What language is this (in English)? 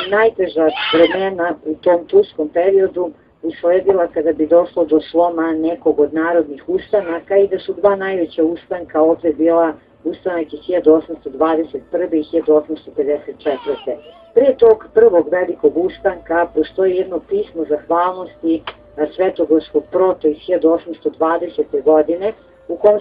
Serbian